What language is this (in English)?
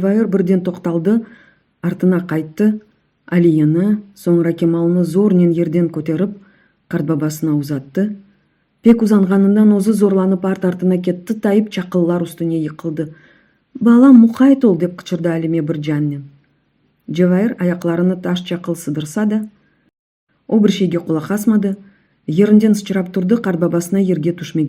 Crimean Tatar